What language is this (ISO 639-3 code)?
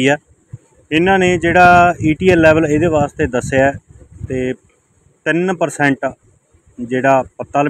pan